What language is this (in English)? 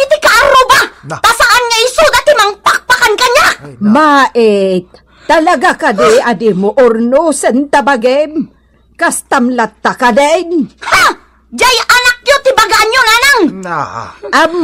Iloko